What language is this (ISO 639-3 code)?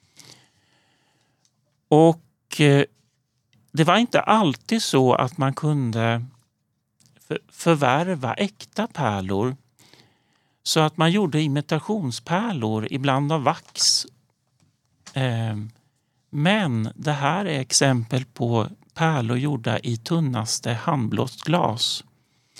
swe